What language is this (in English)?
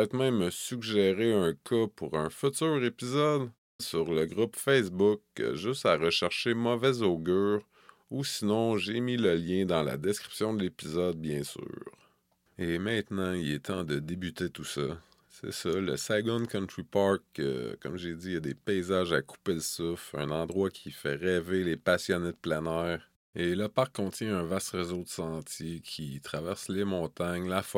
French